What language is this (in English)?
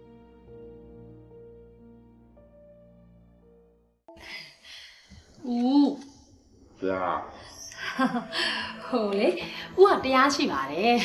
Burmese